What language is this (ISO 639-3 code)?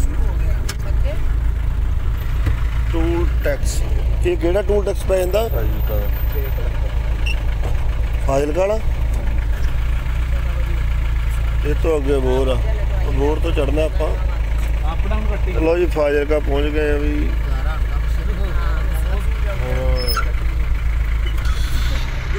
pan